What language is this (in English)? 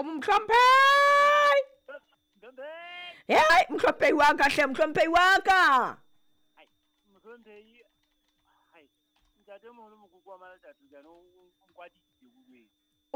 Southern Sotho